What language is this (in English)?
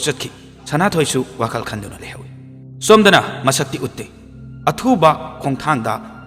Manipuri